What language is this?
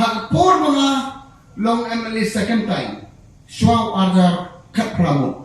Khasi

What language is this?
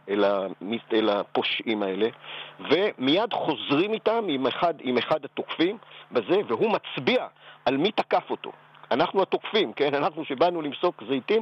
Hebrew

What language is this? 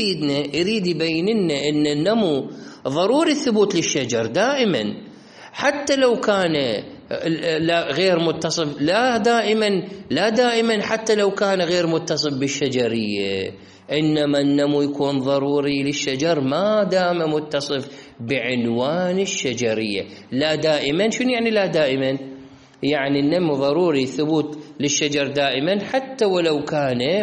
Mesopotamian Arabic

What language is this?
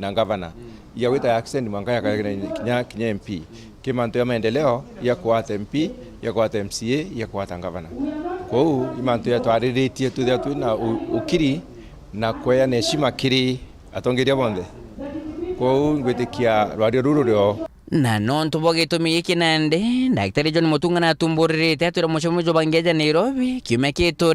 Meru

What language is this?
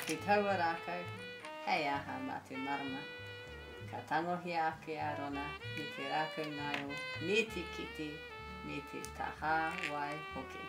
Māori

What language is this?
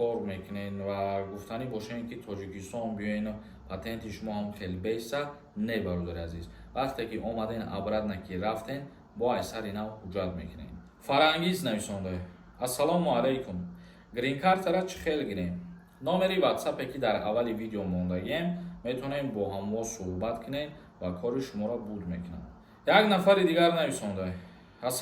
Tajik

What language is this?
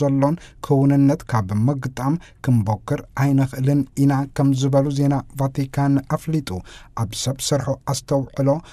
Tigrinya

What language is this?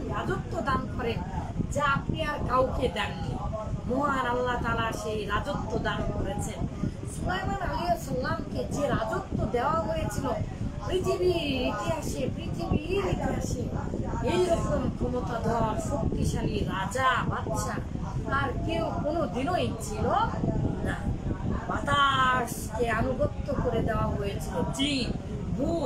Bangla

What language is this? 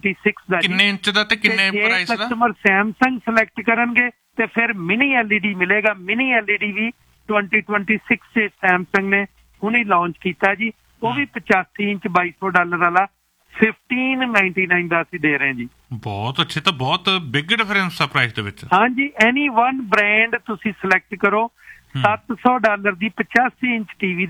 Punjabi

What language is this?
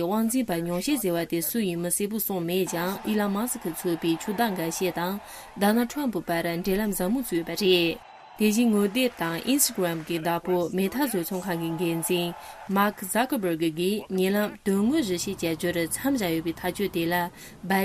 Tibetan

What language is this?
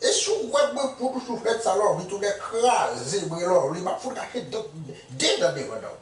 Haitian Creole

